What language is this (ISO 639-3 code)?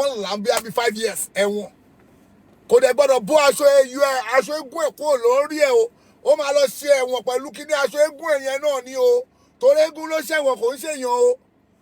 yor